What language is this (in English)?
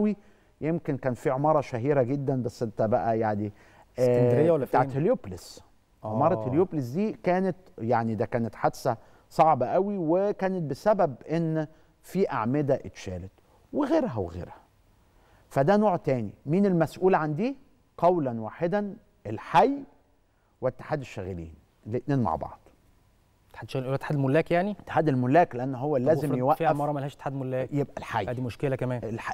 Egyptian Arabic